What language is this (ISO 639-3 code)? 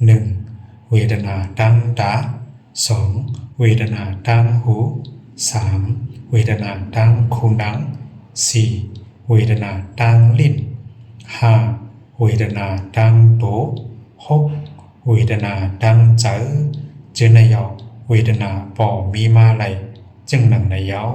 shn